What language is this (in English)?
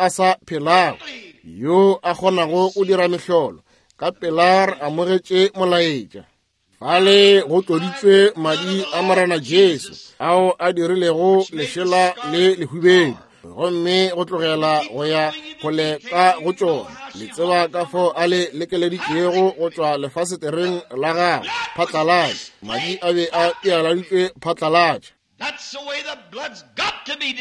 Northern Sotho